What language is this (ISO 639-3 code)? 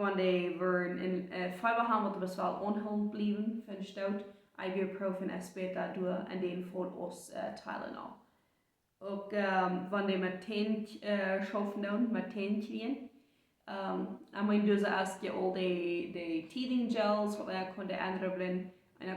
pdt